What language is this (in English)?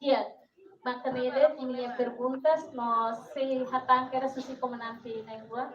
Tetum